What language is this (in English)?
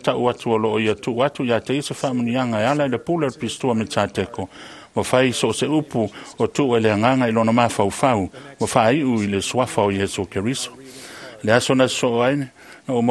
Samoan